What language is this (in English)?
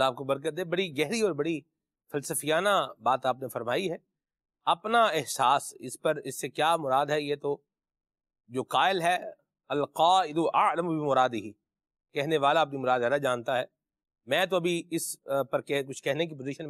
Urdu